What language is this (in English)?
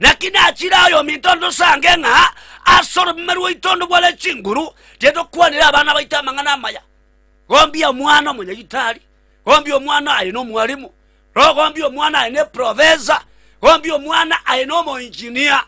Gusii